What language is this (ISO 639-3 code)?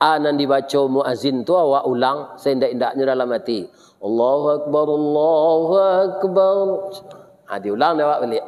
min